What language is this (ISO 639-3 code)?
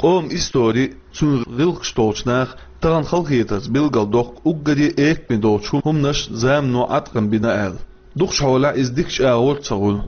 che